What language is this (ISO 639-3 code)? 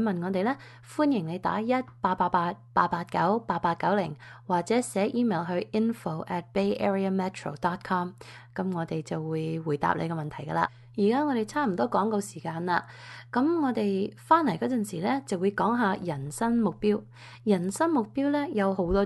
yue